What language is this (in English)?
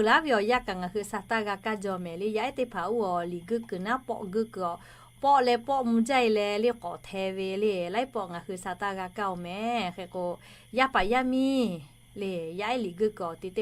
Lahu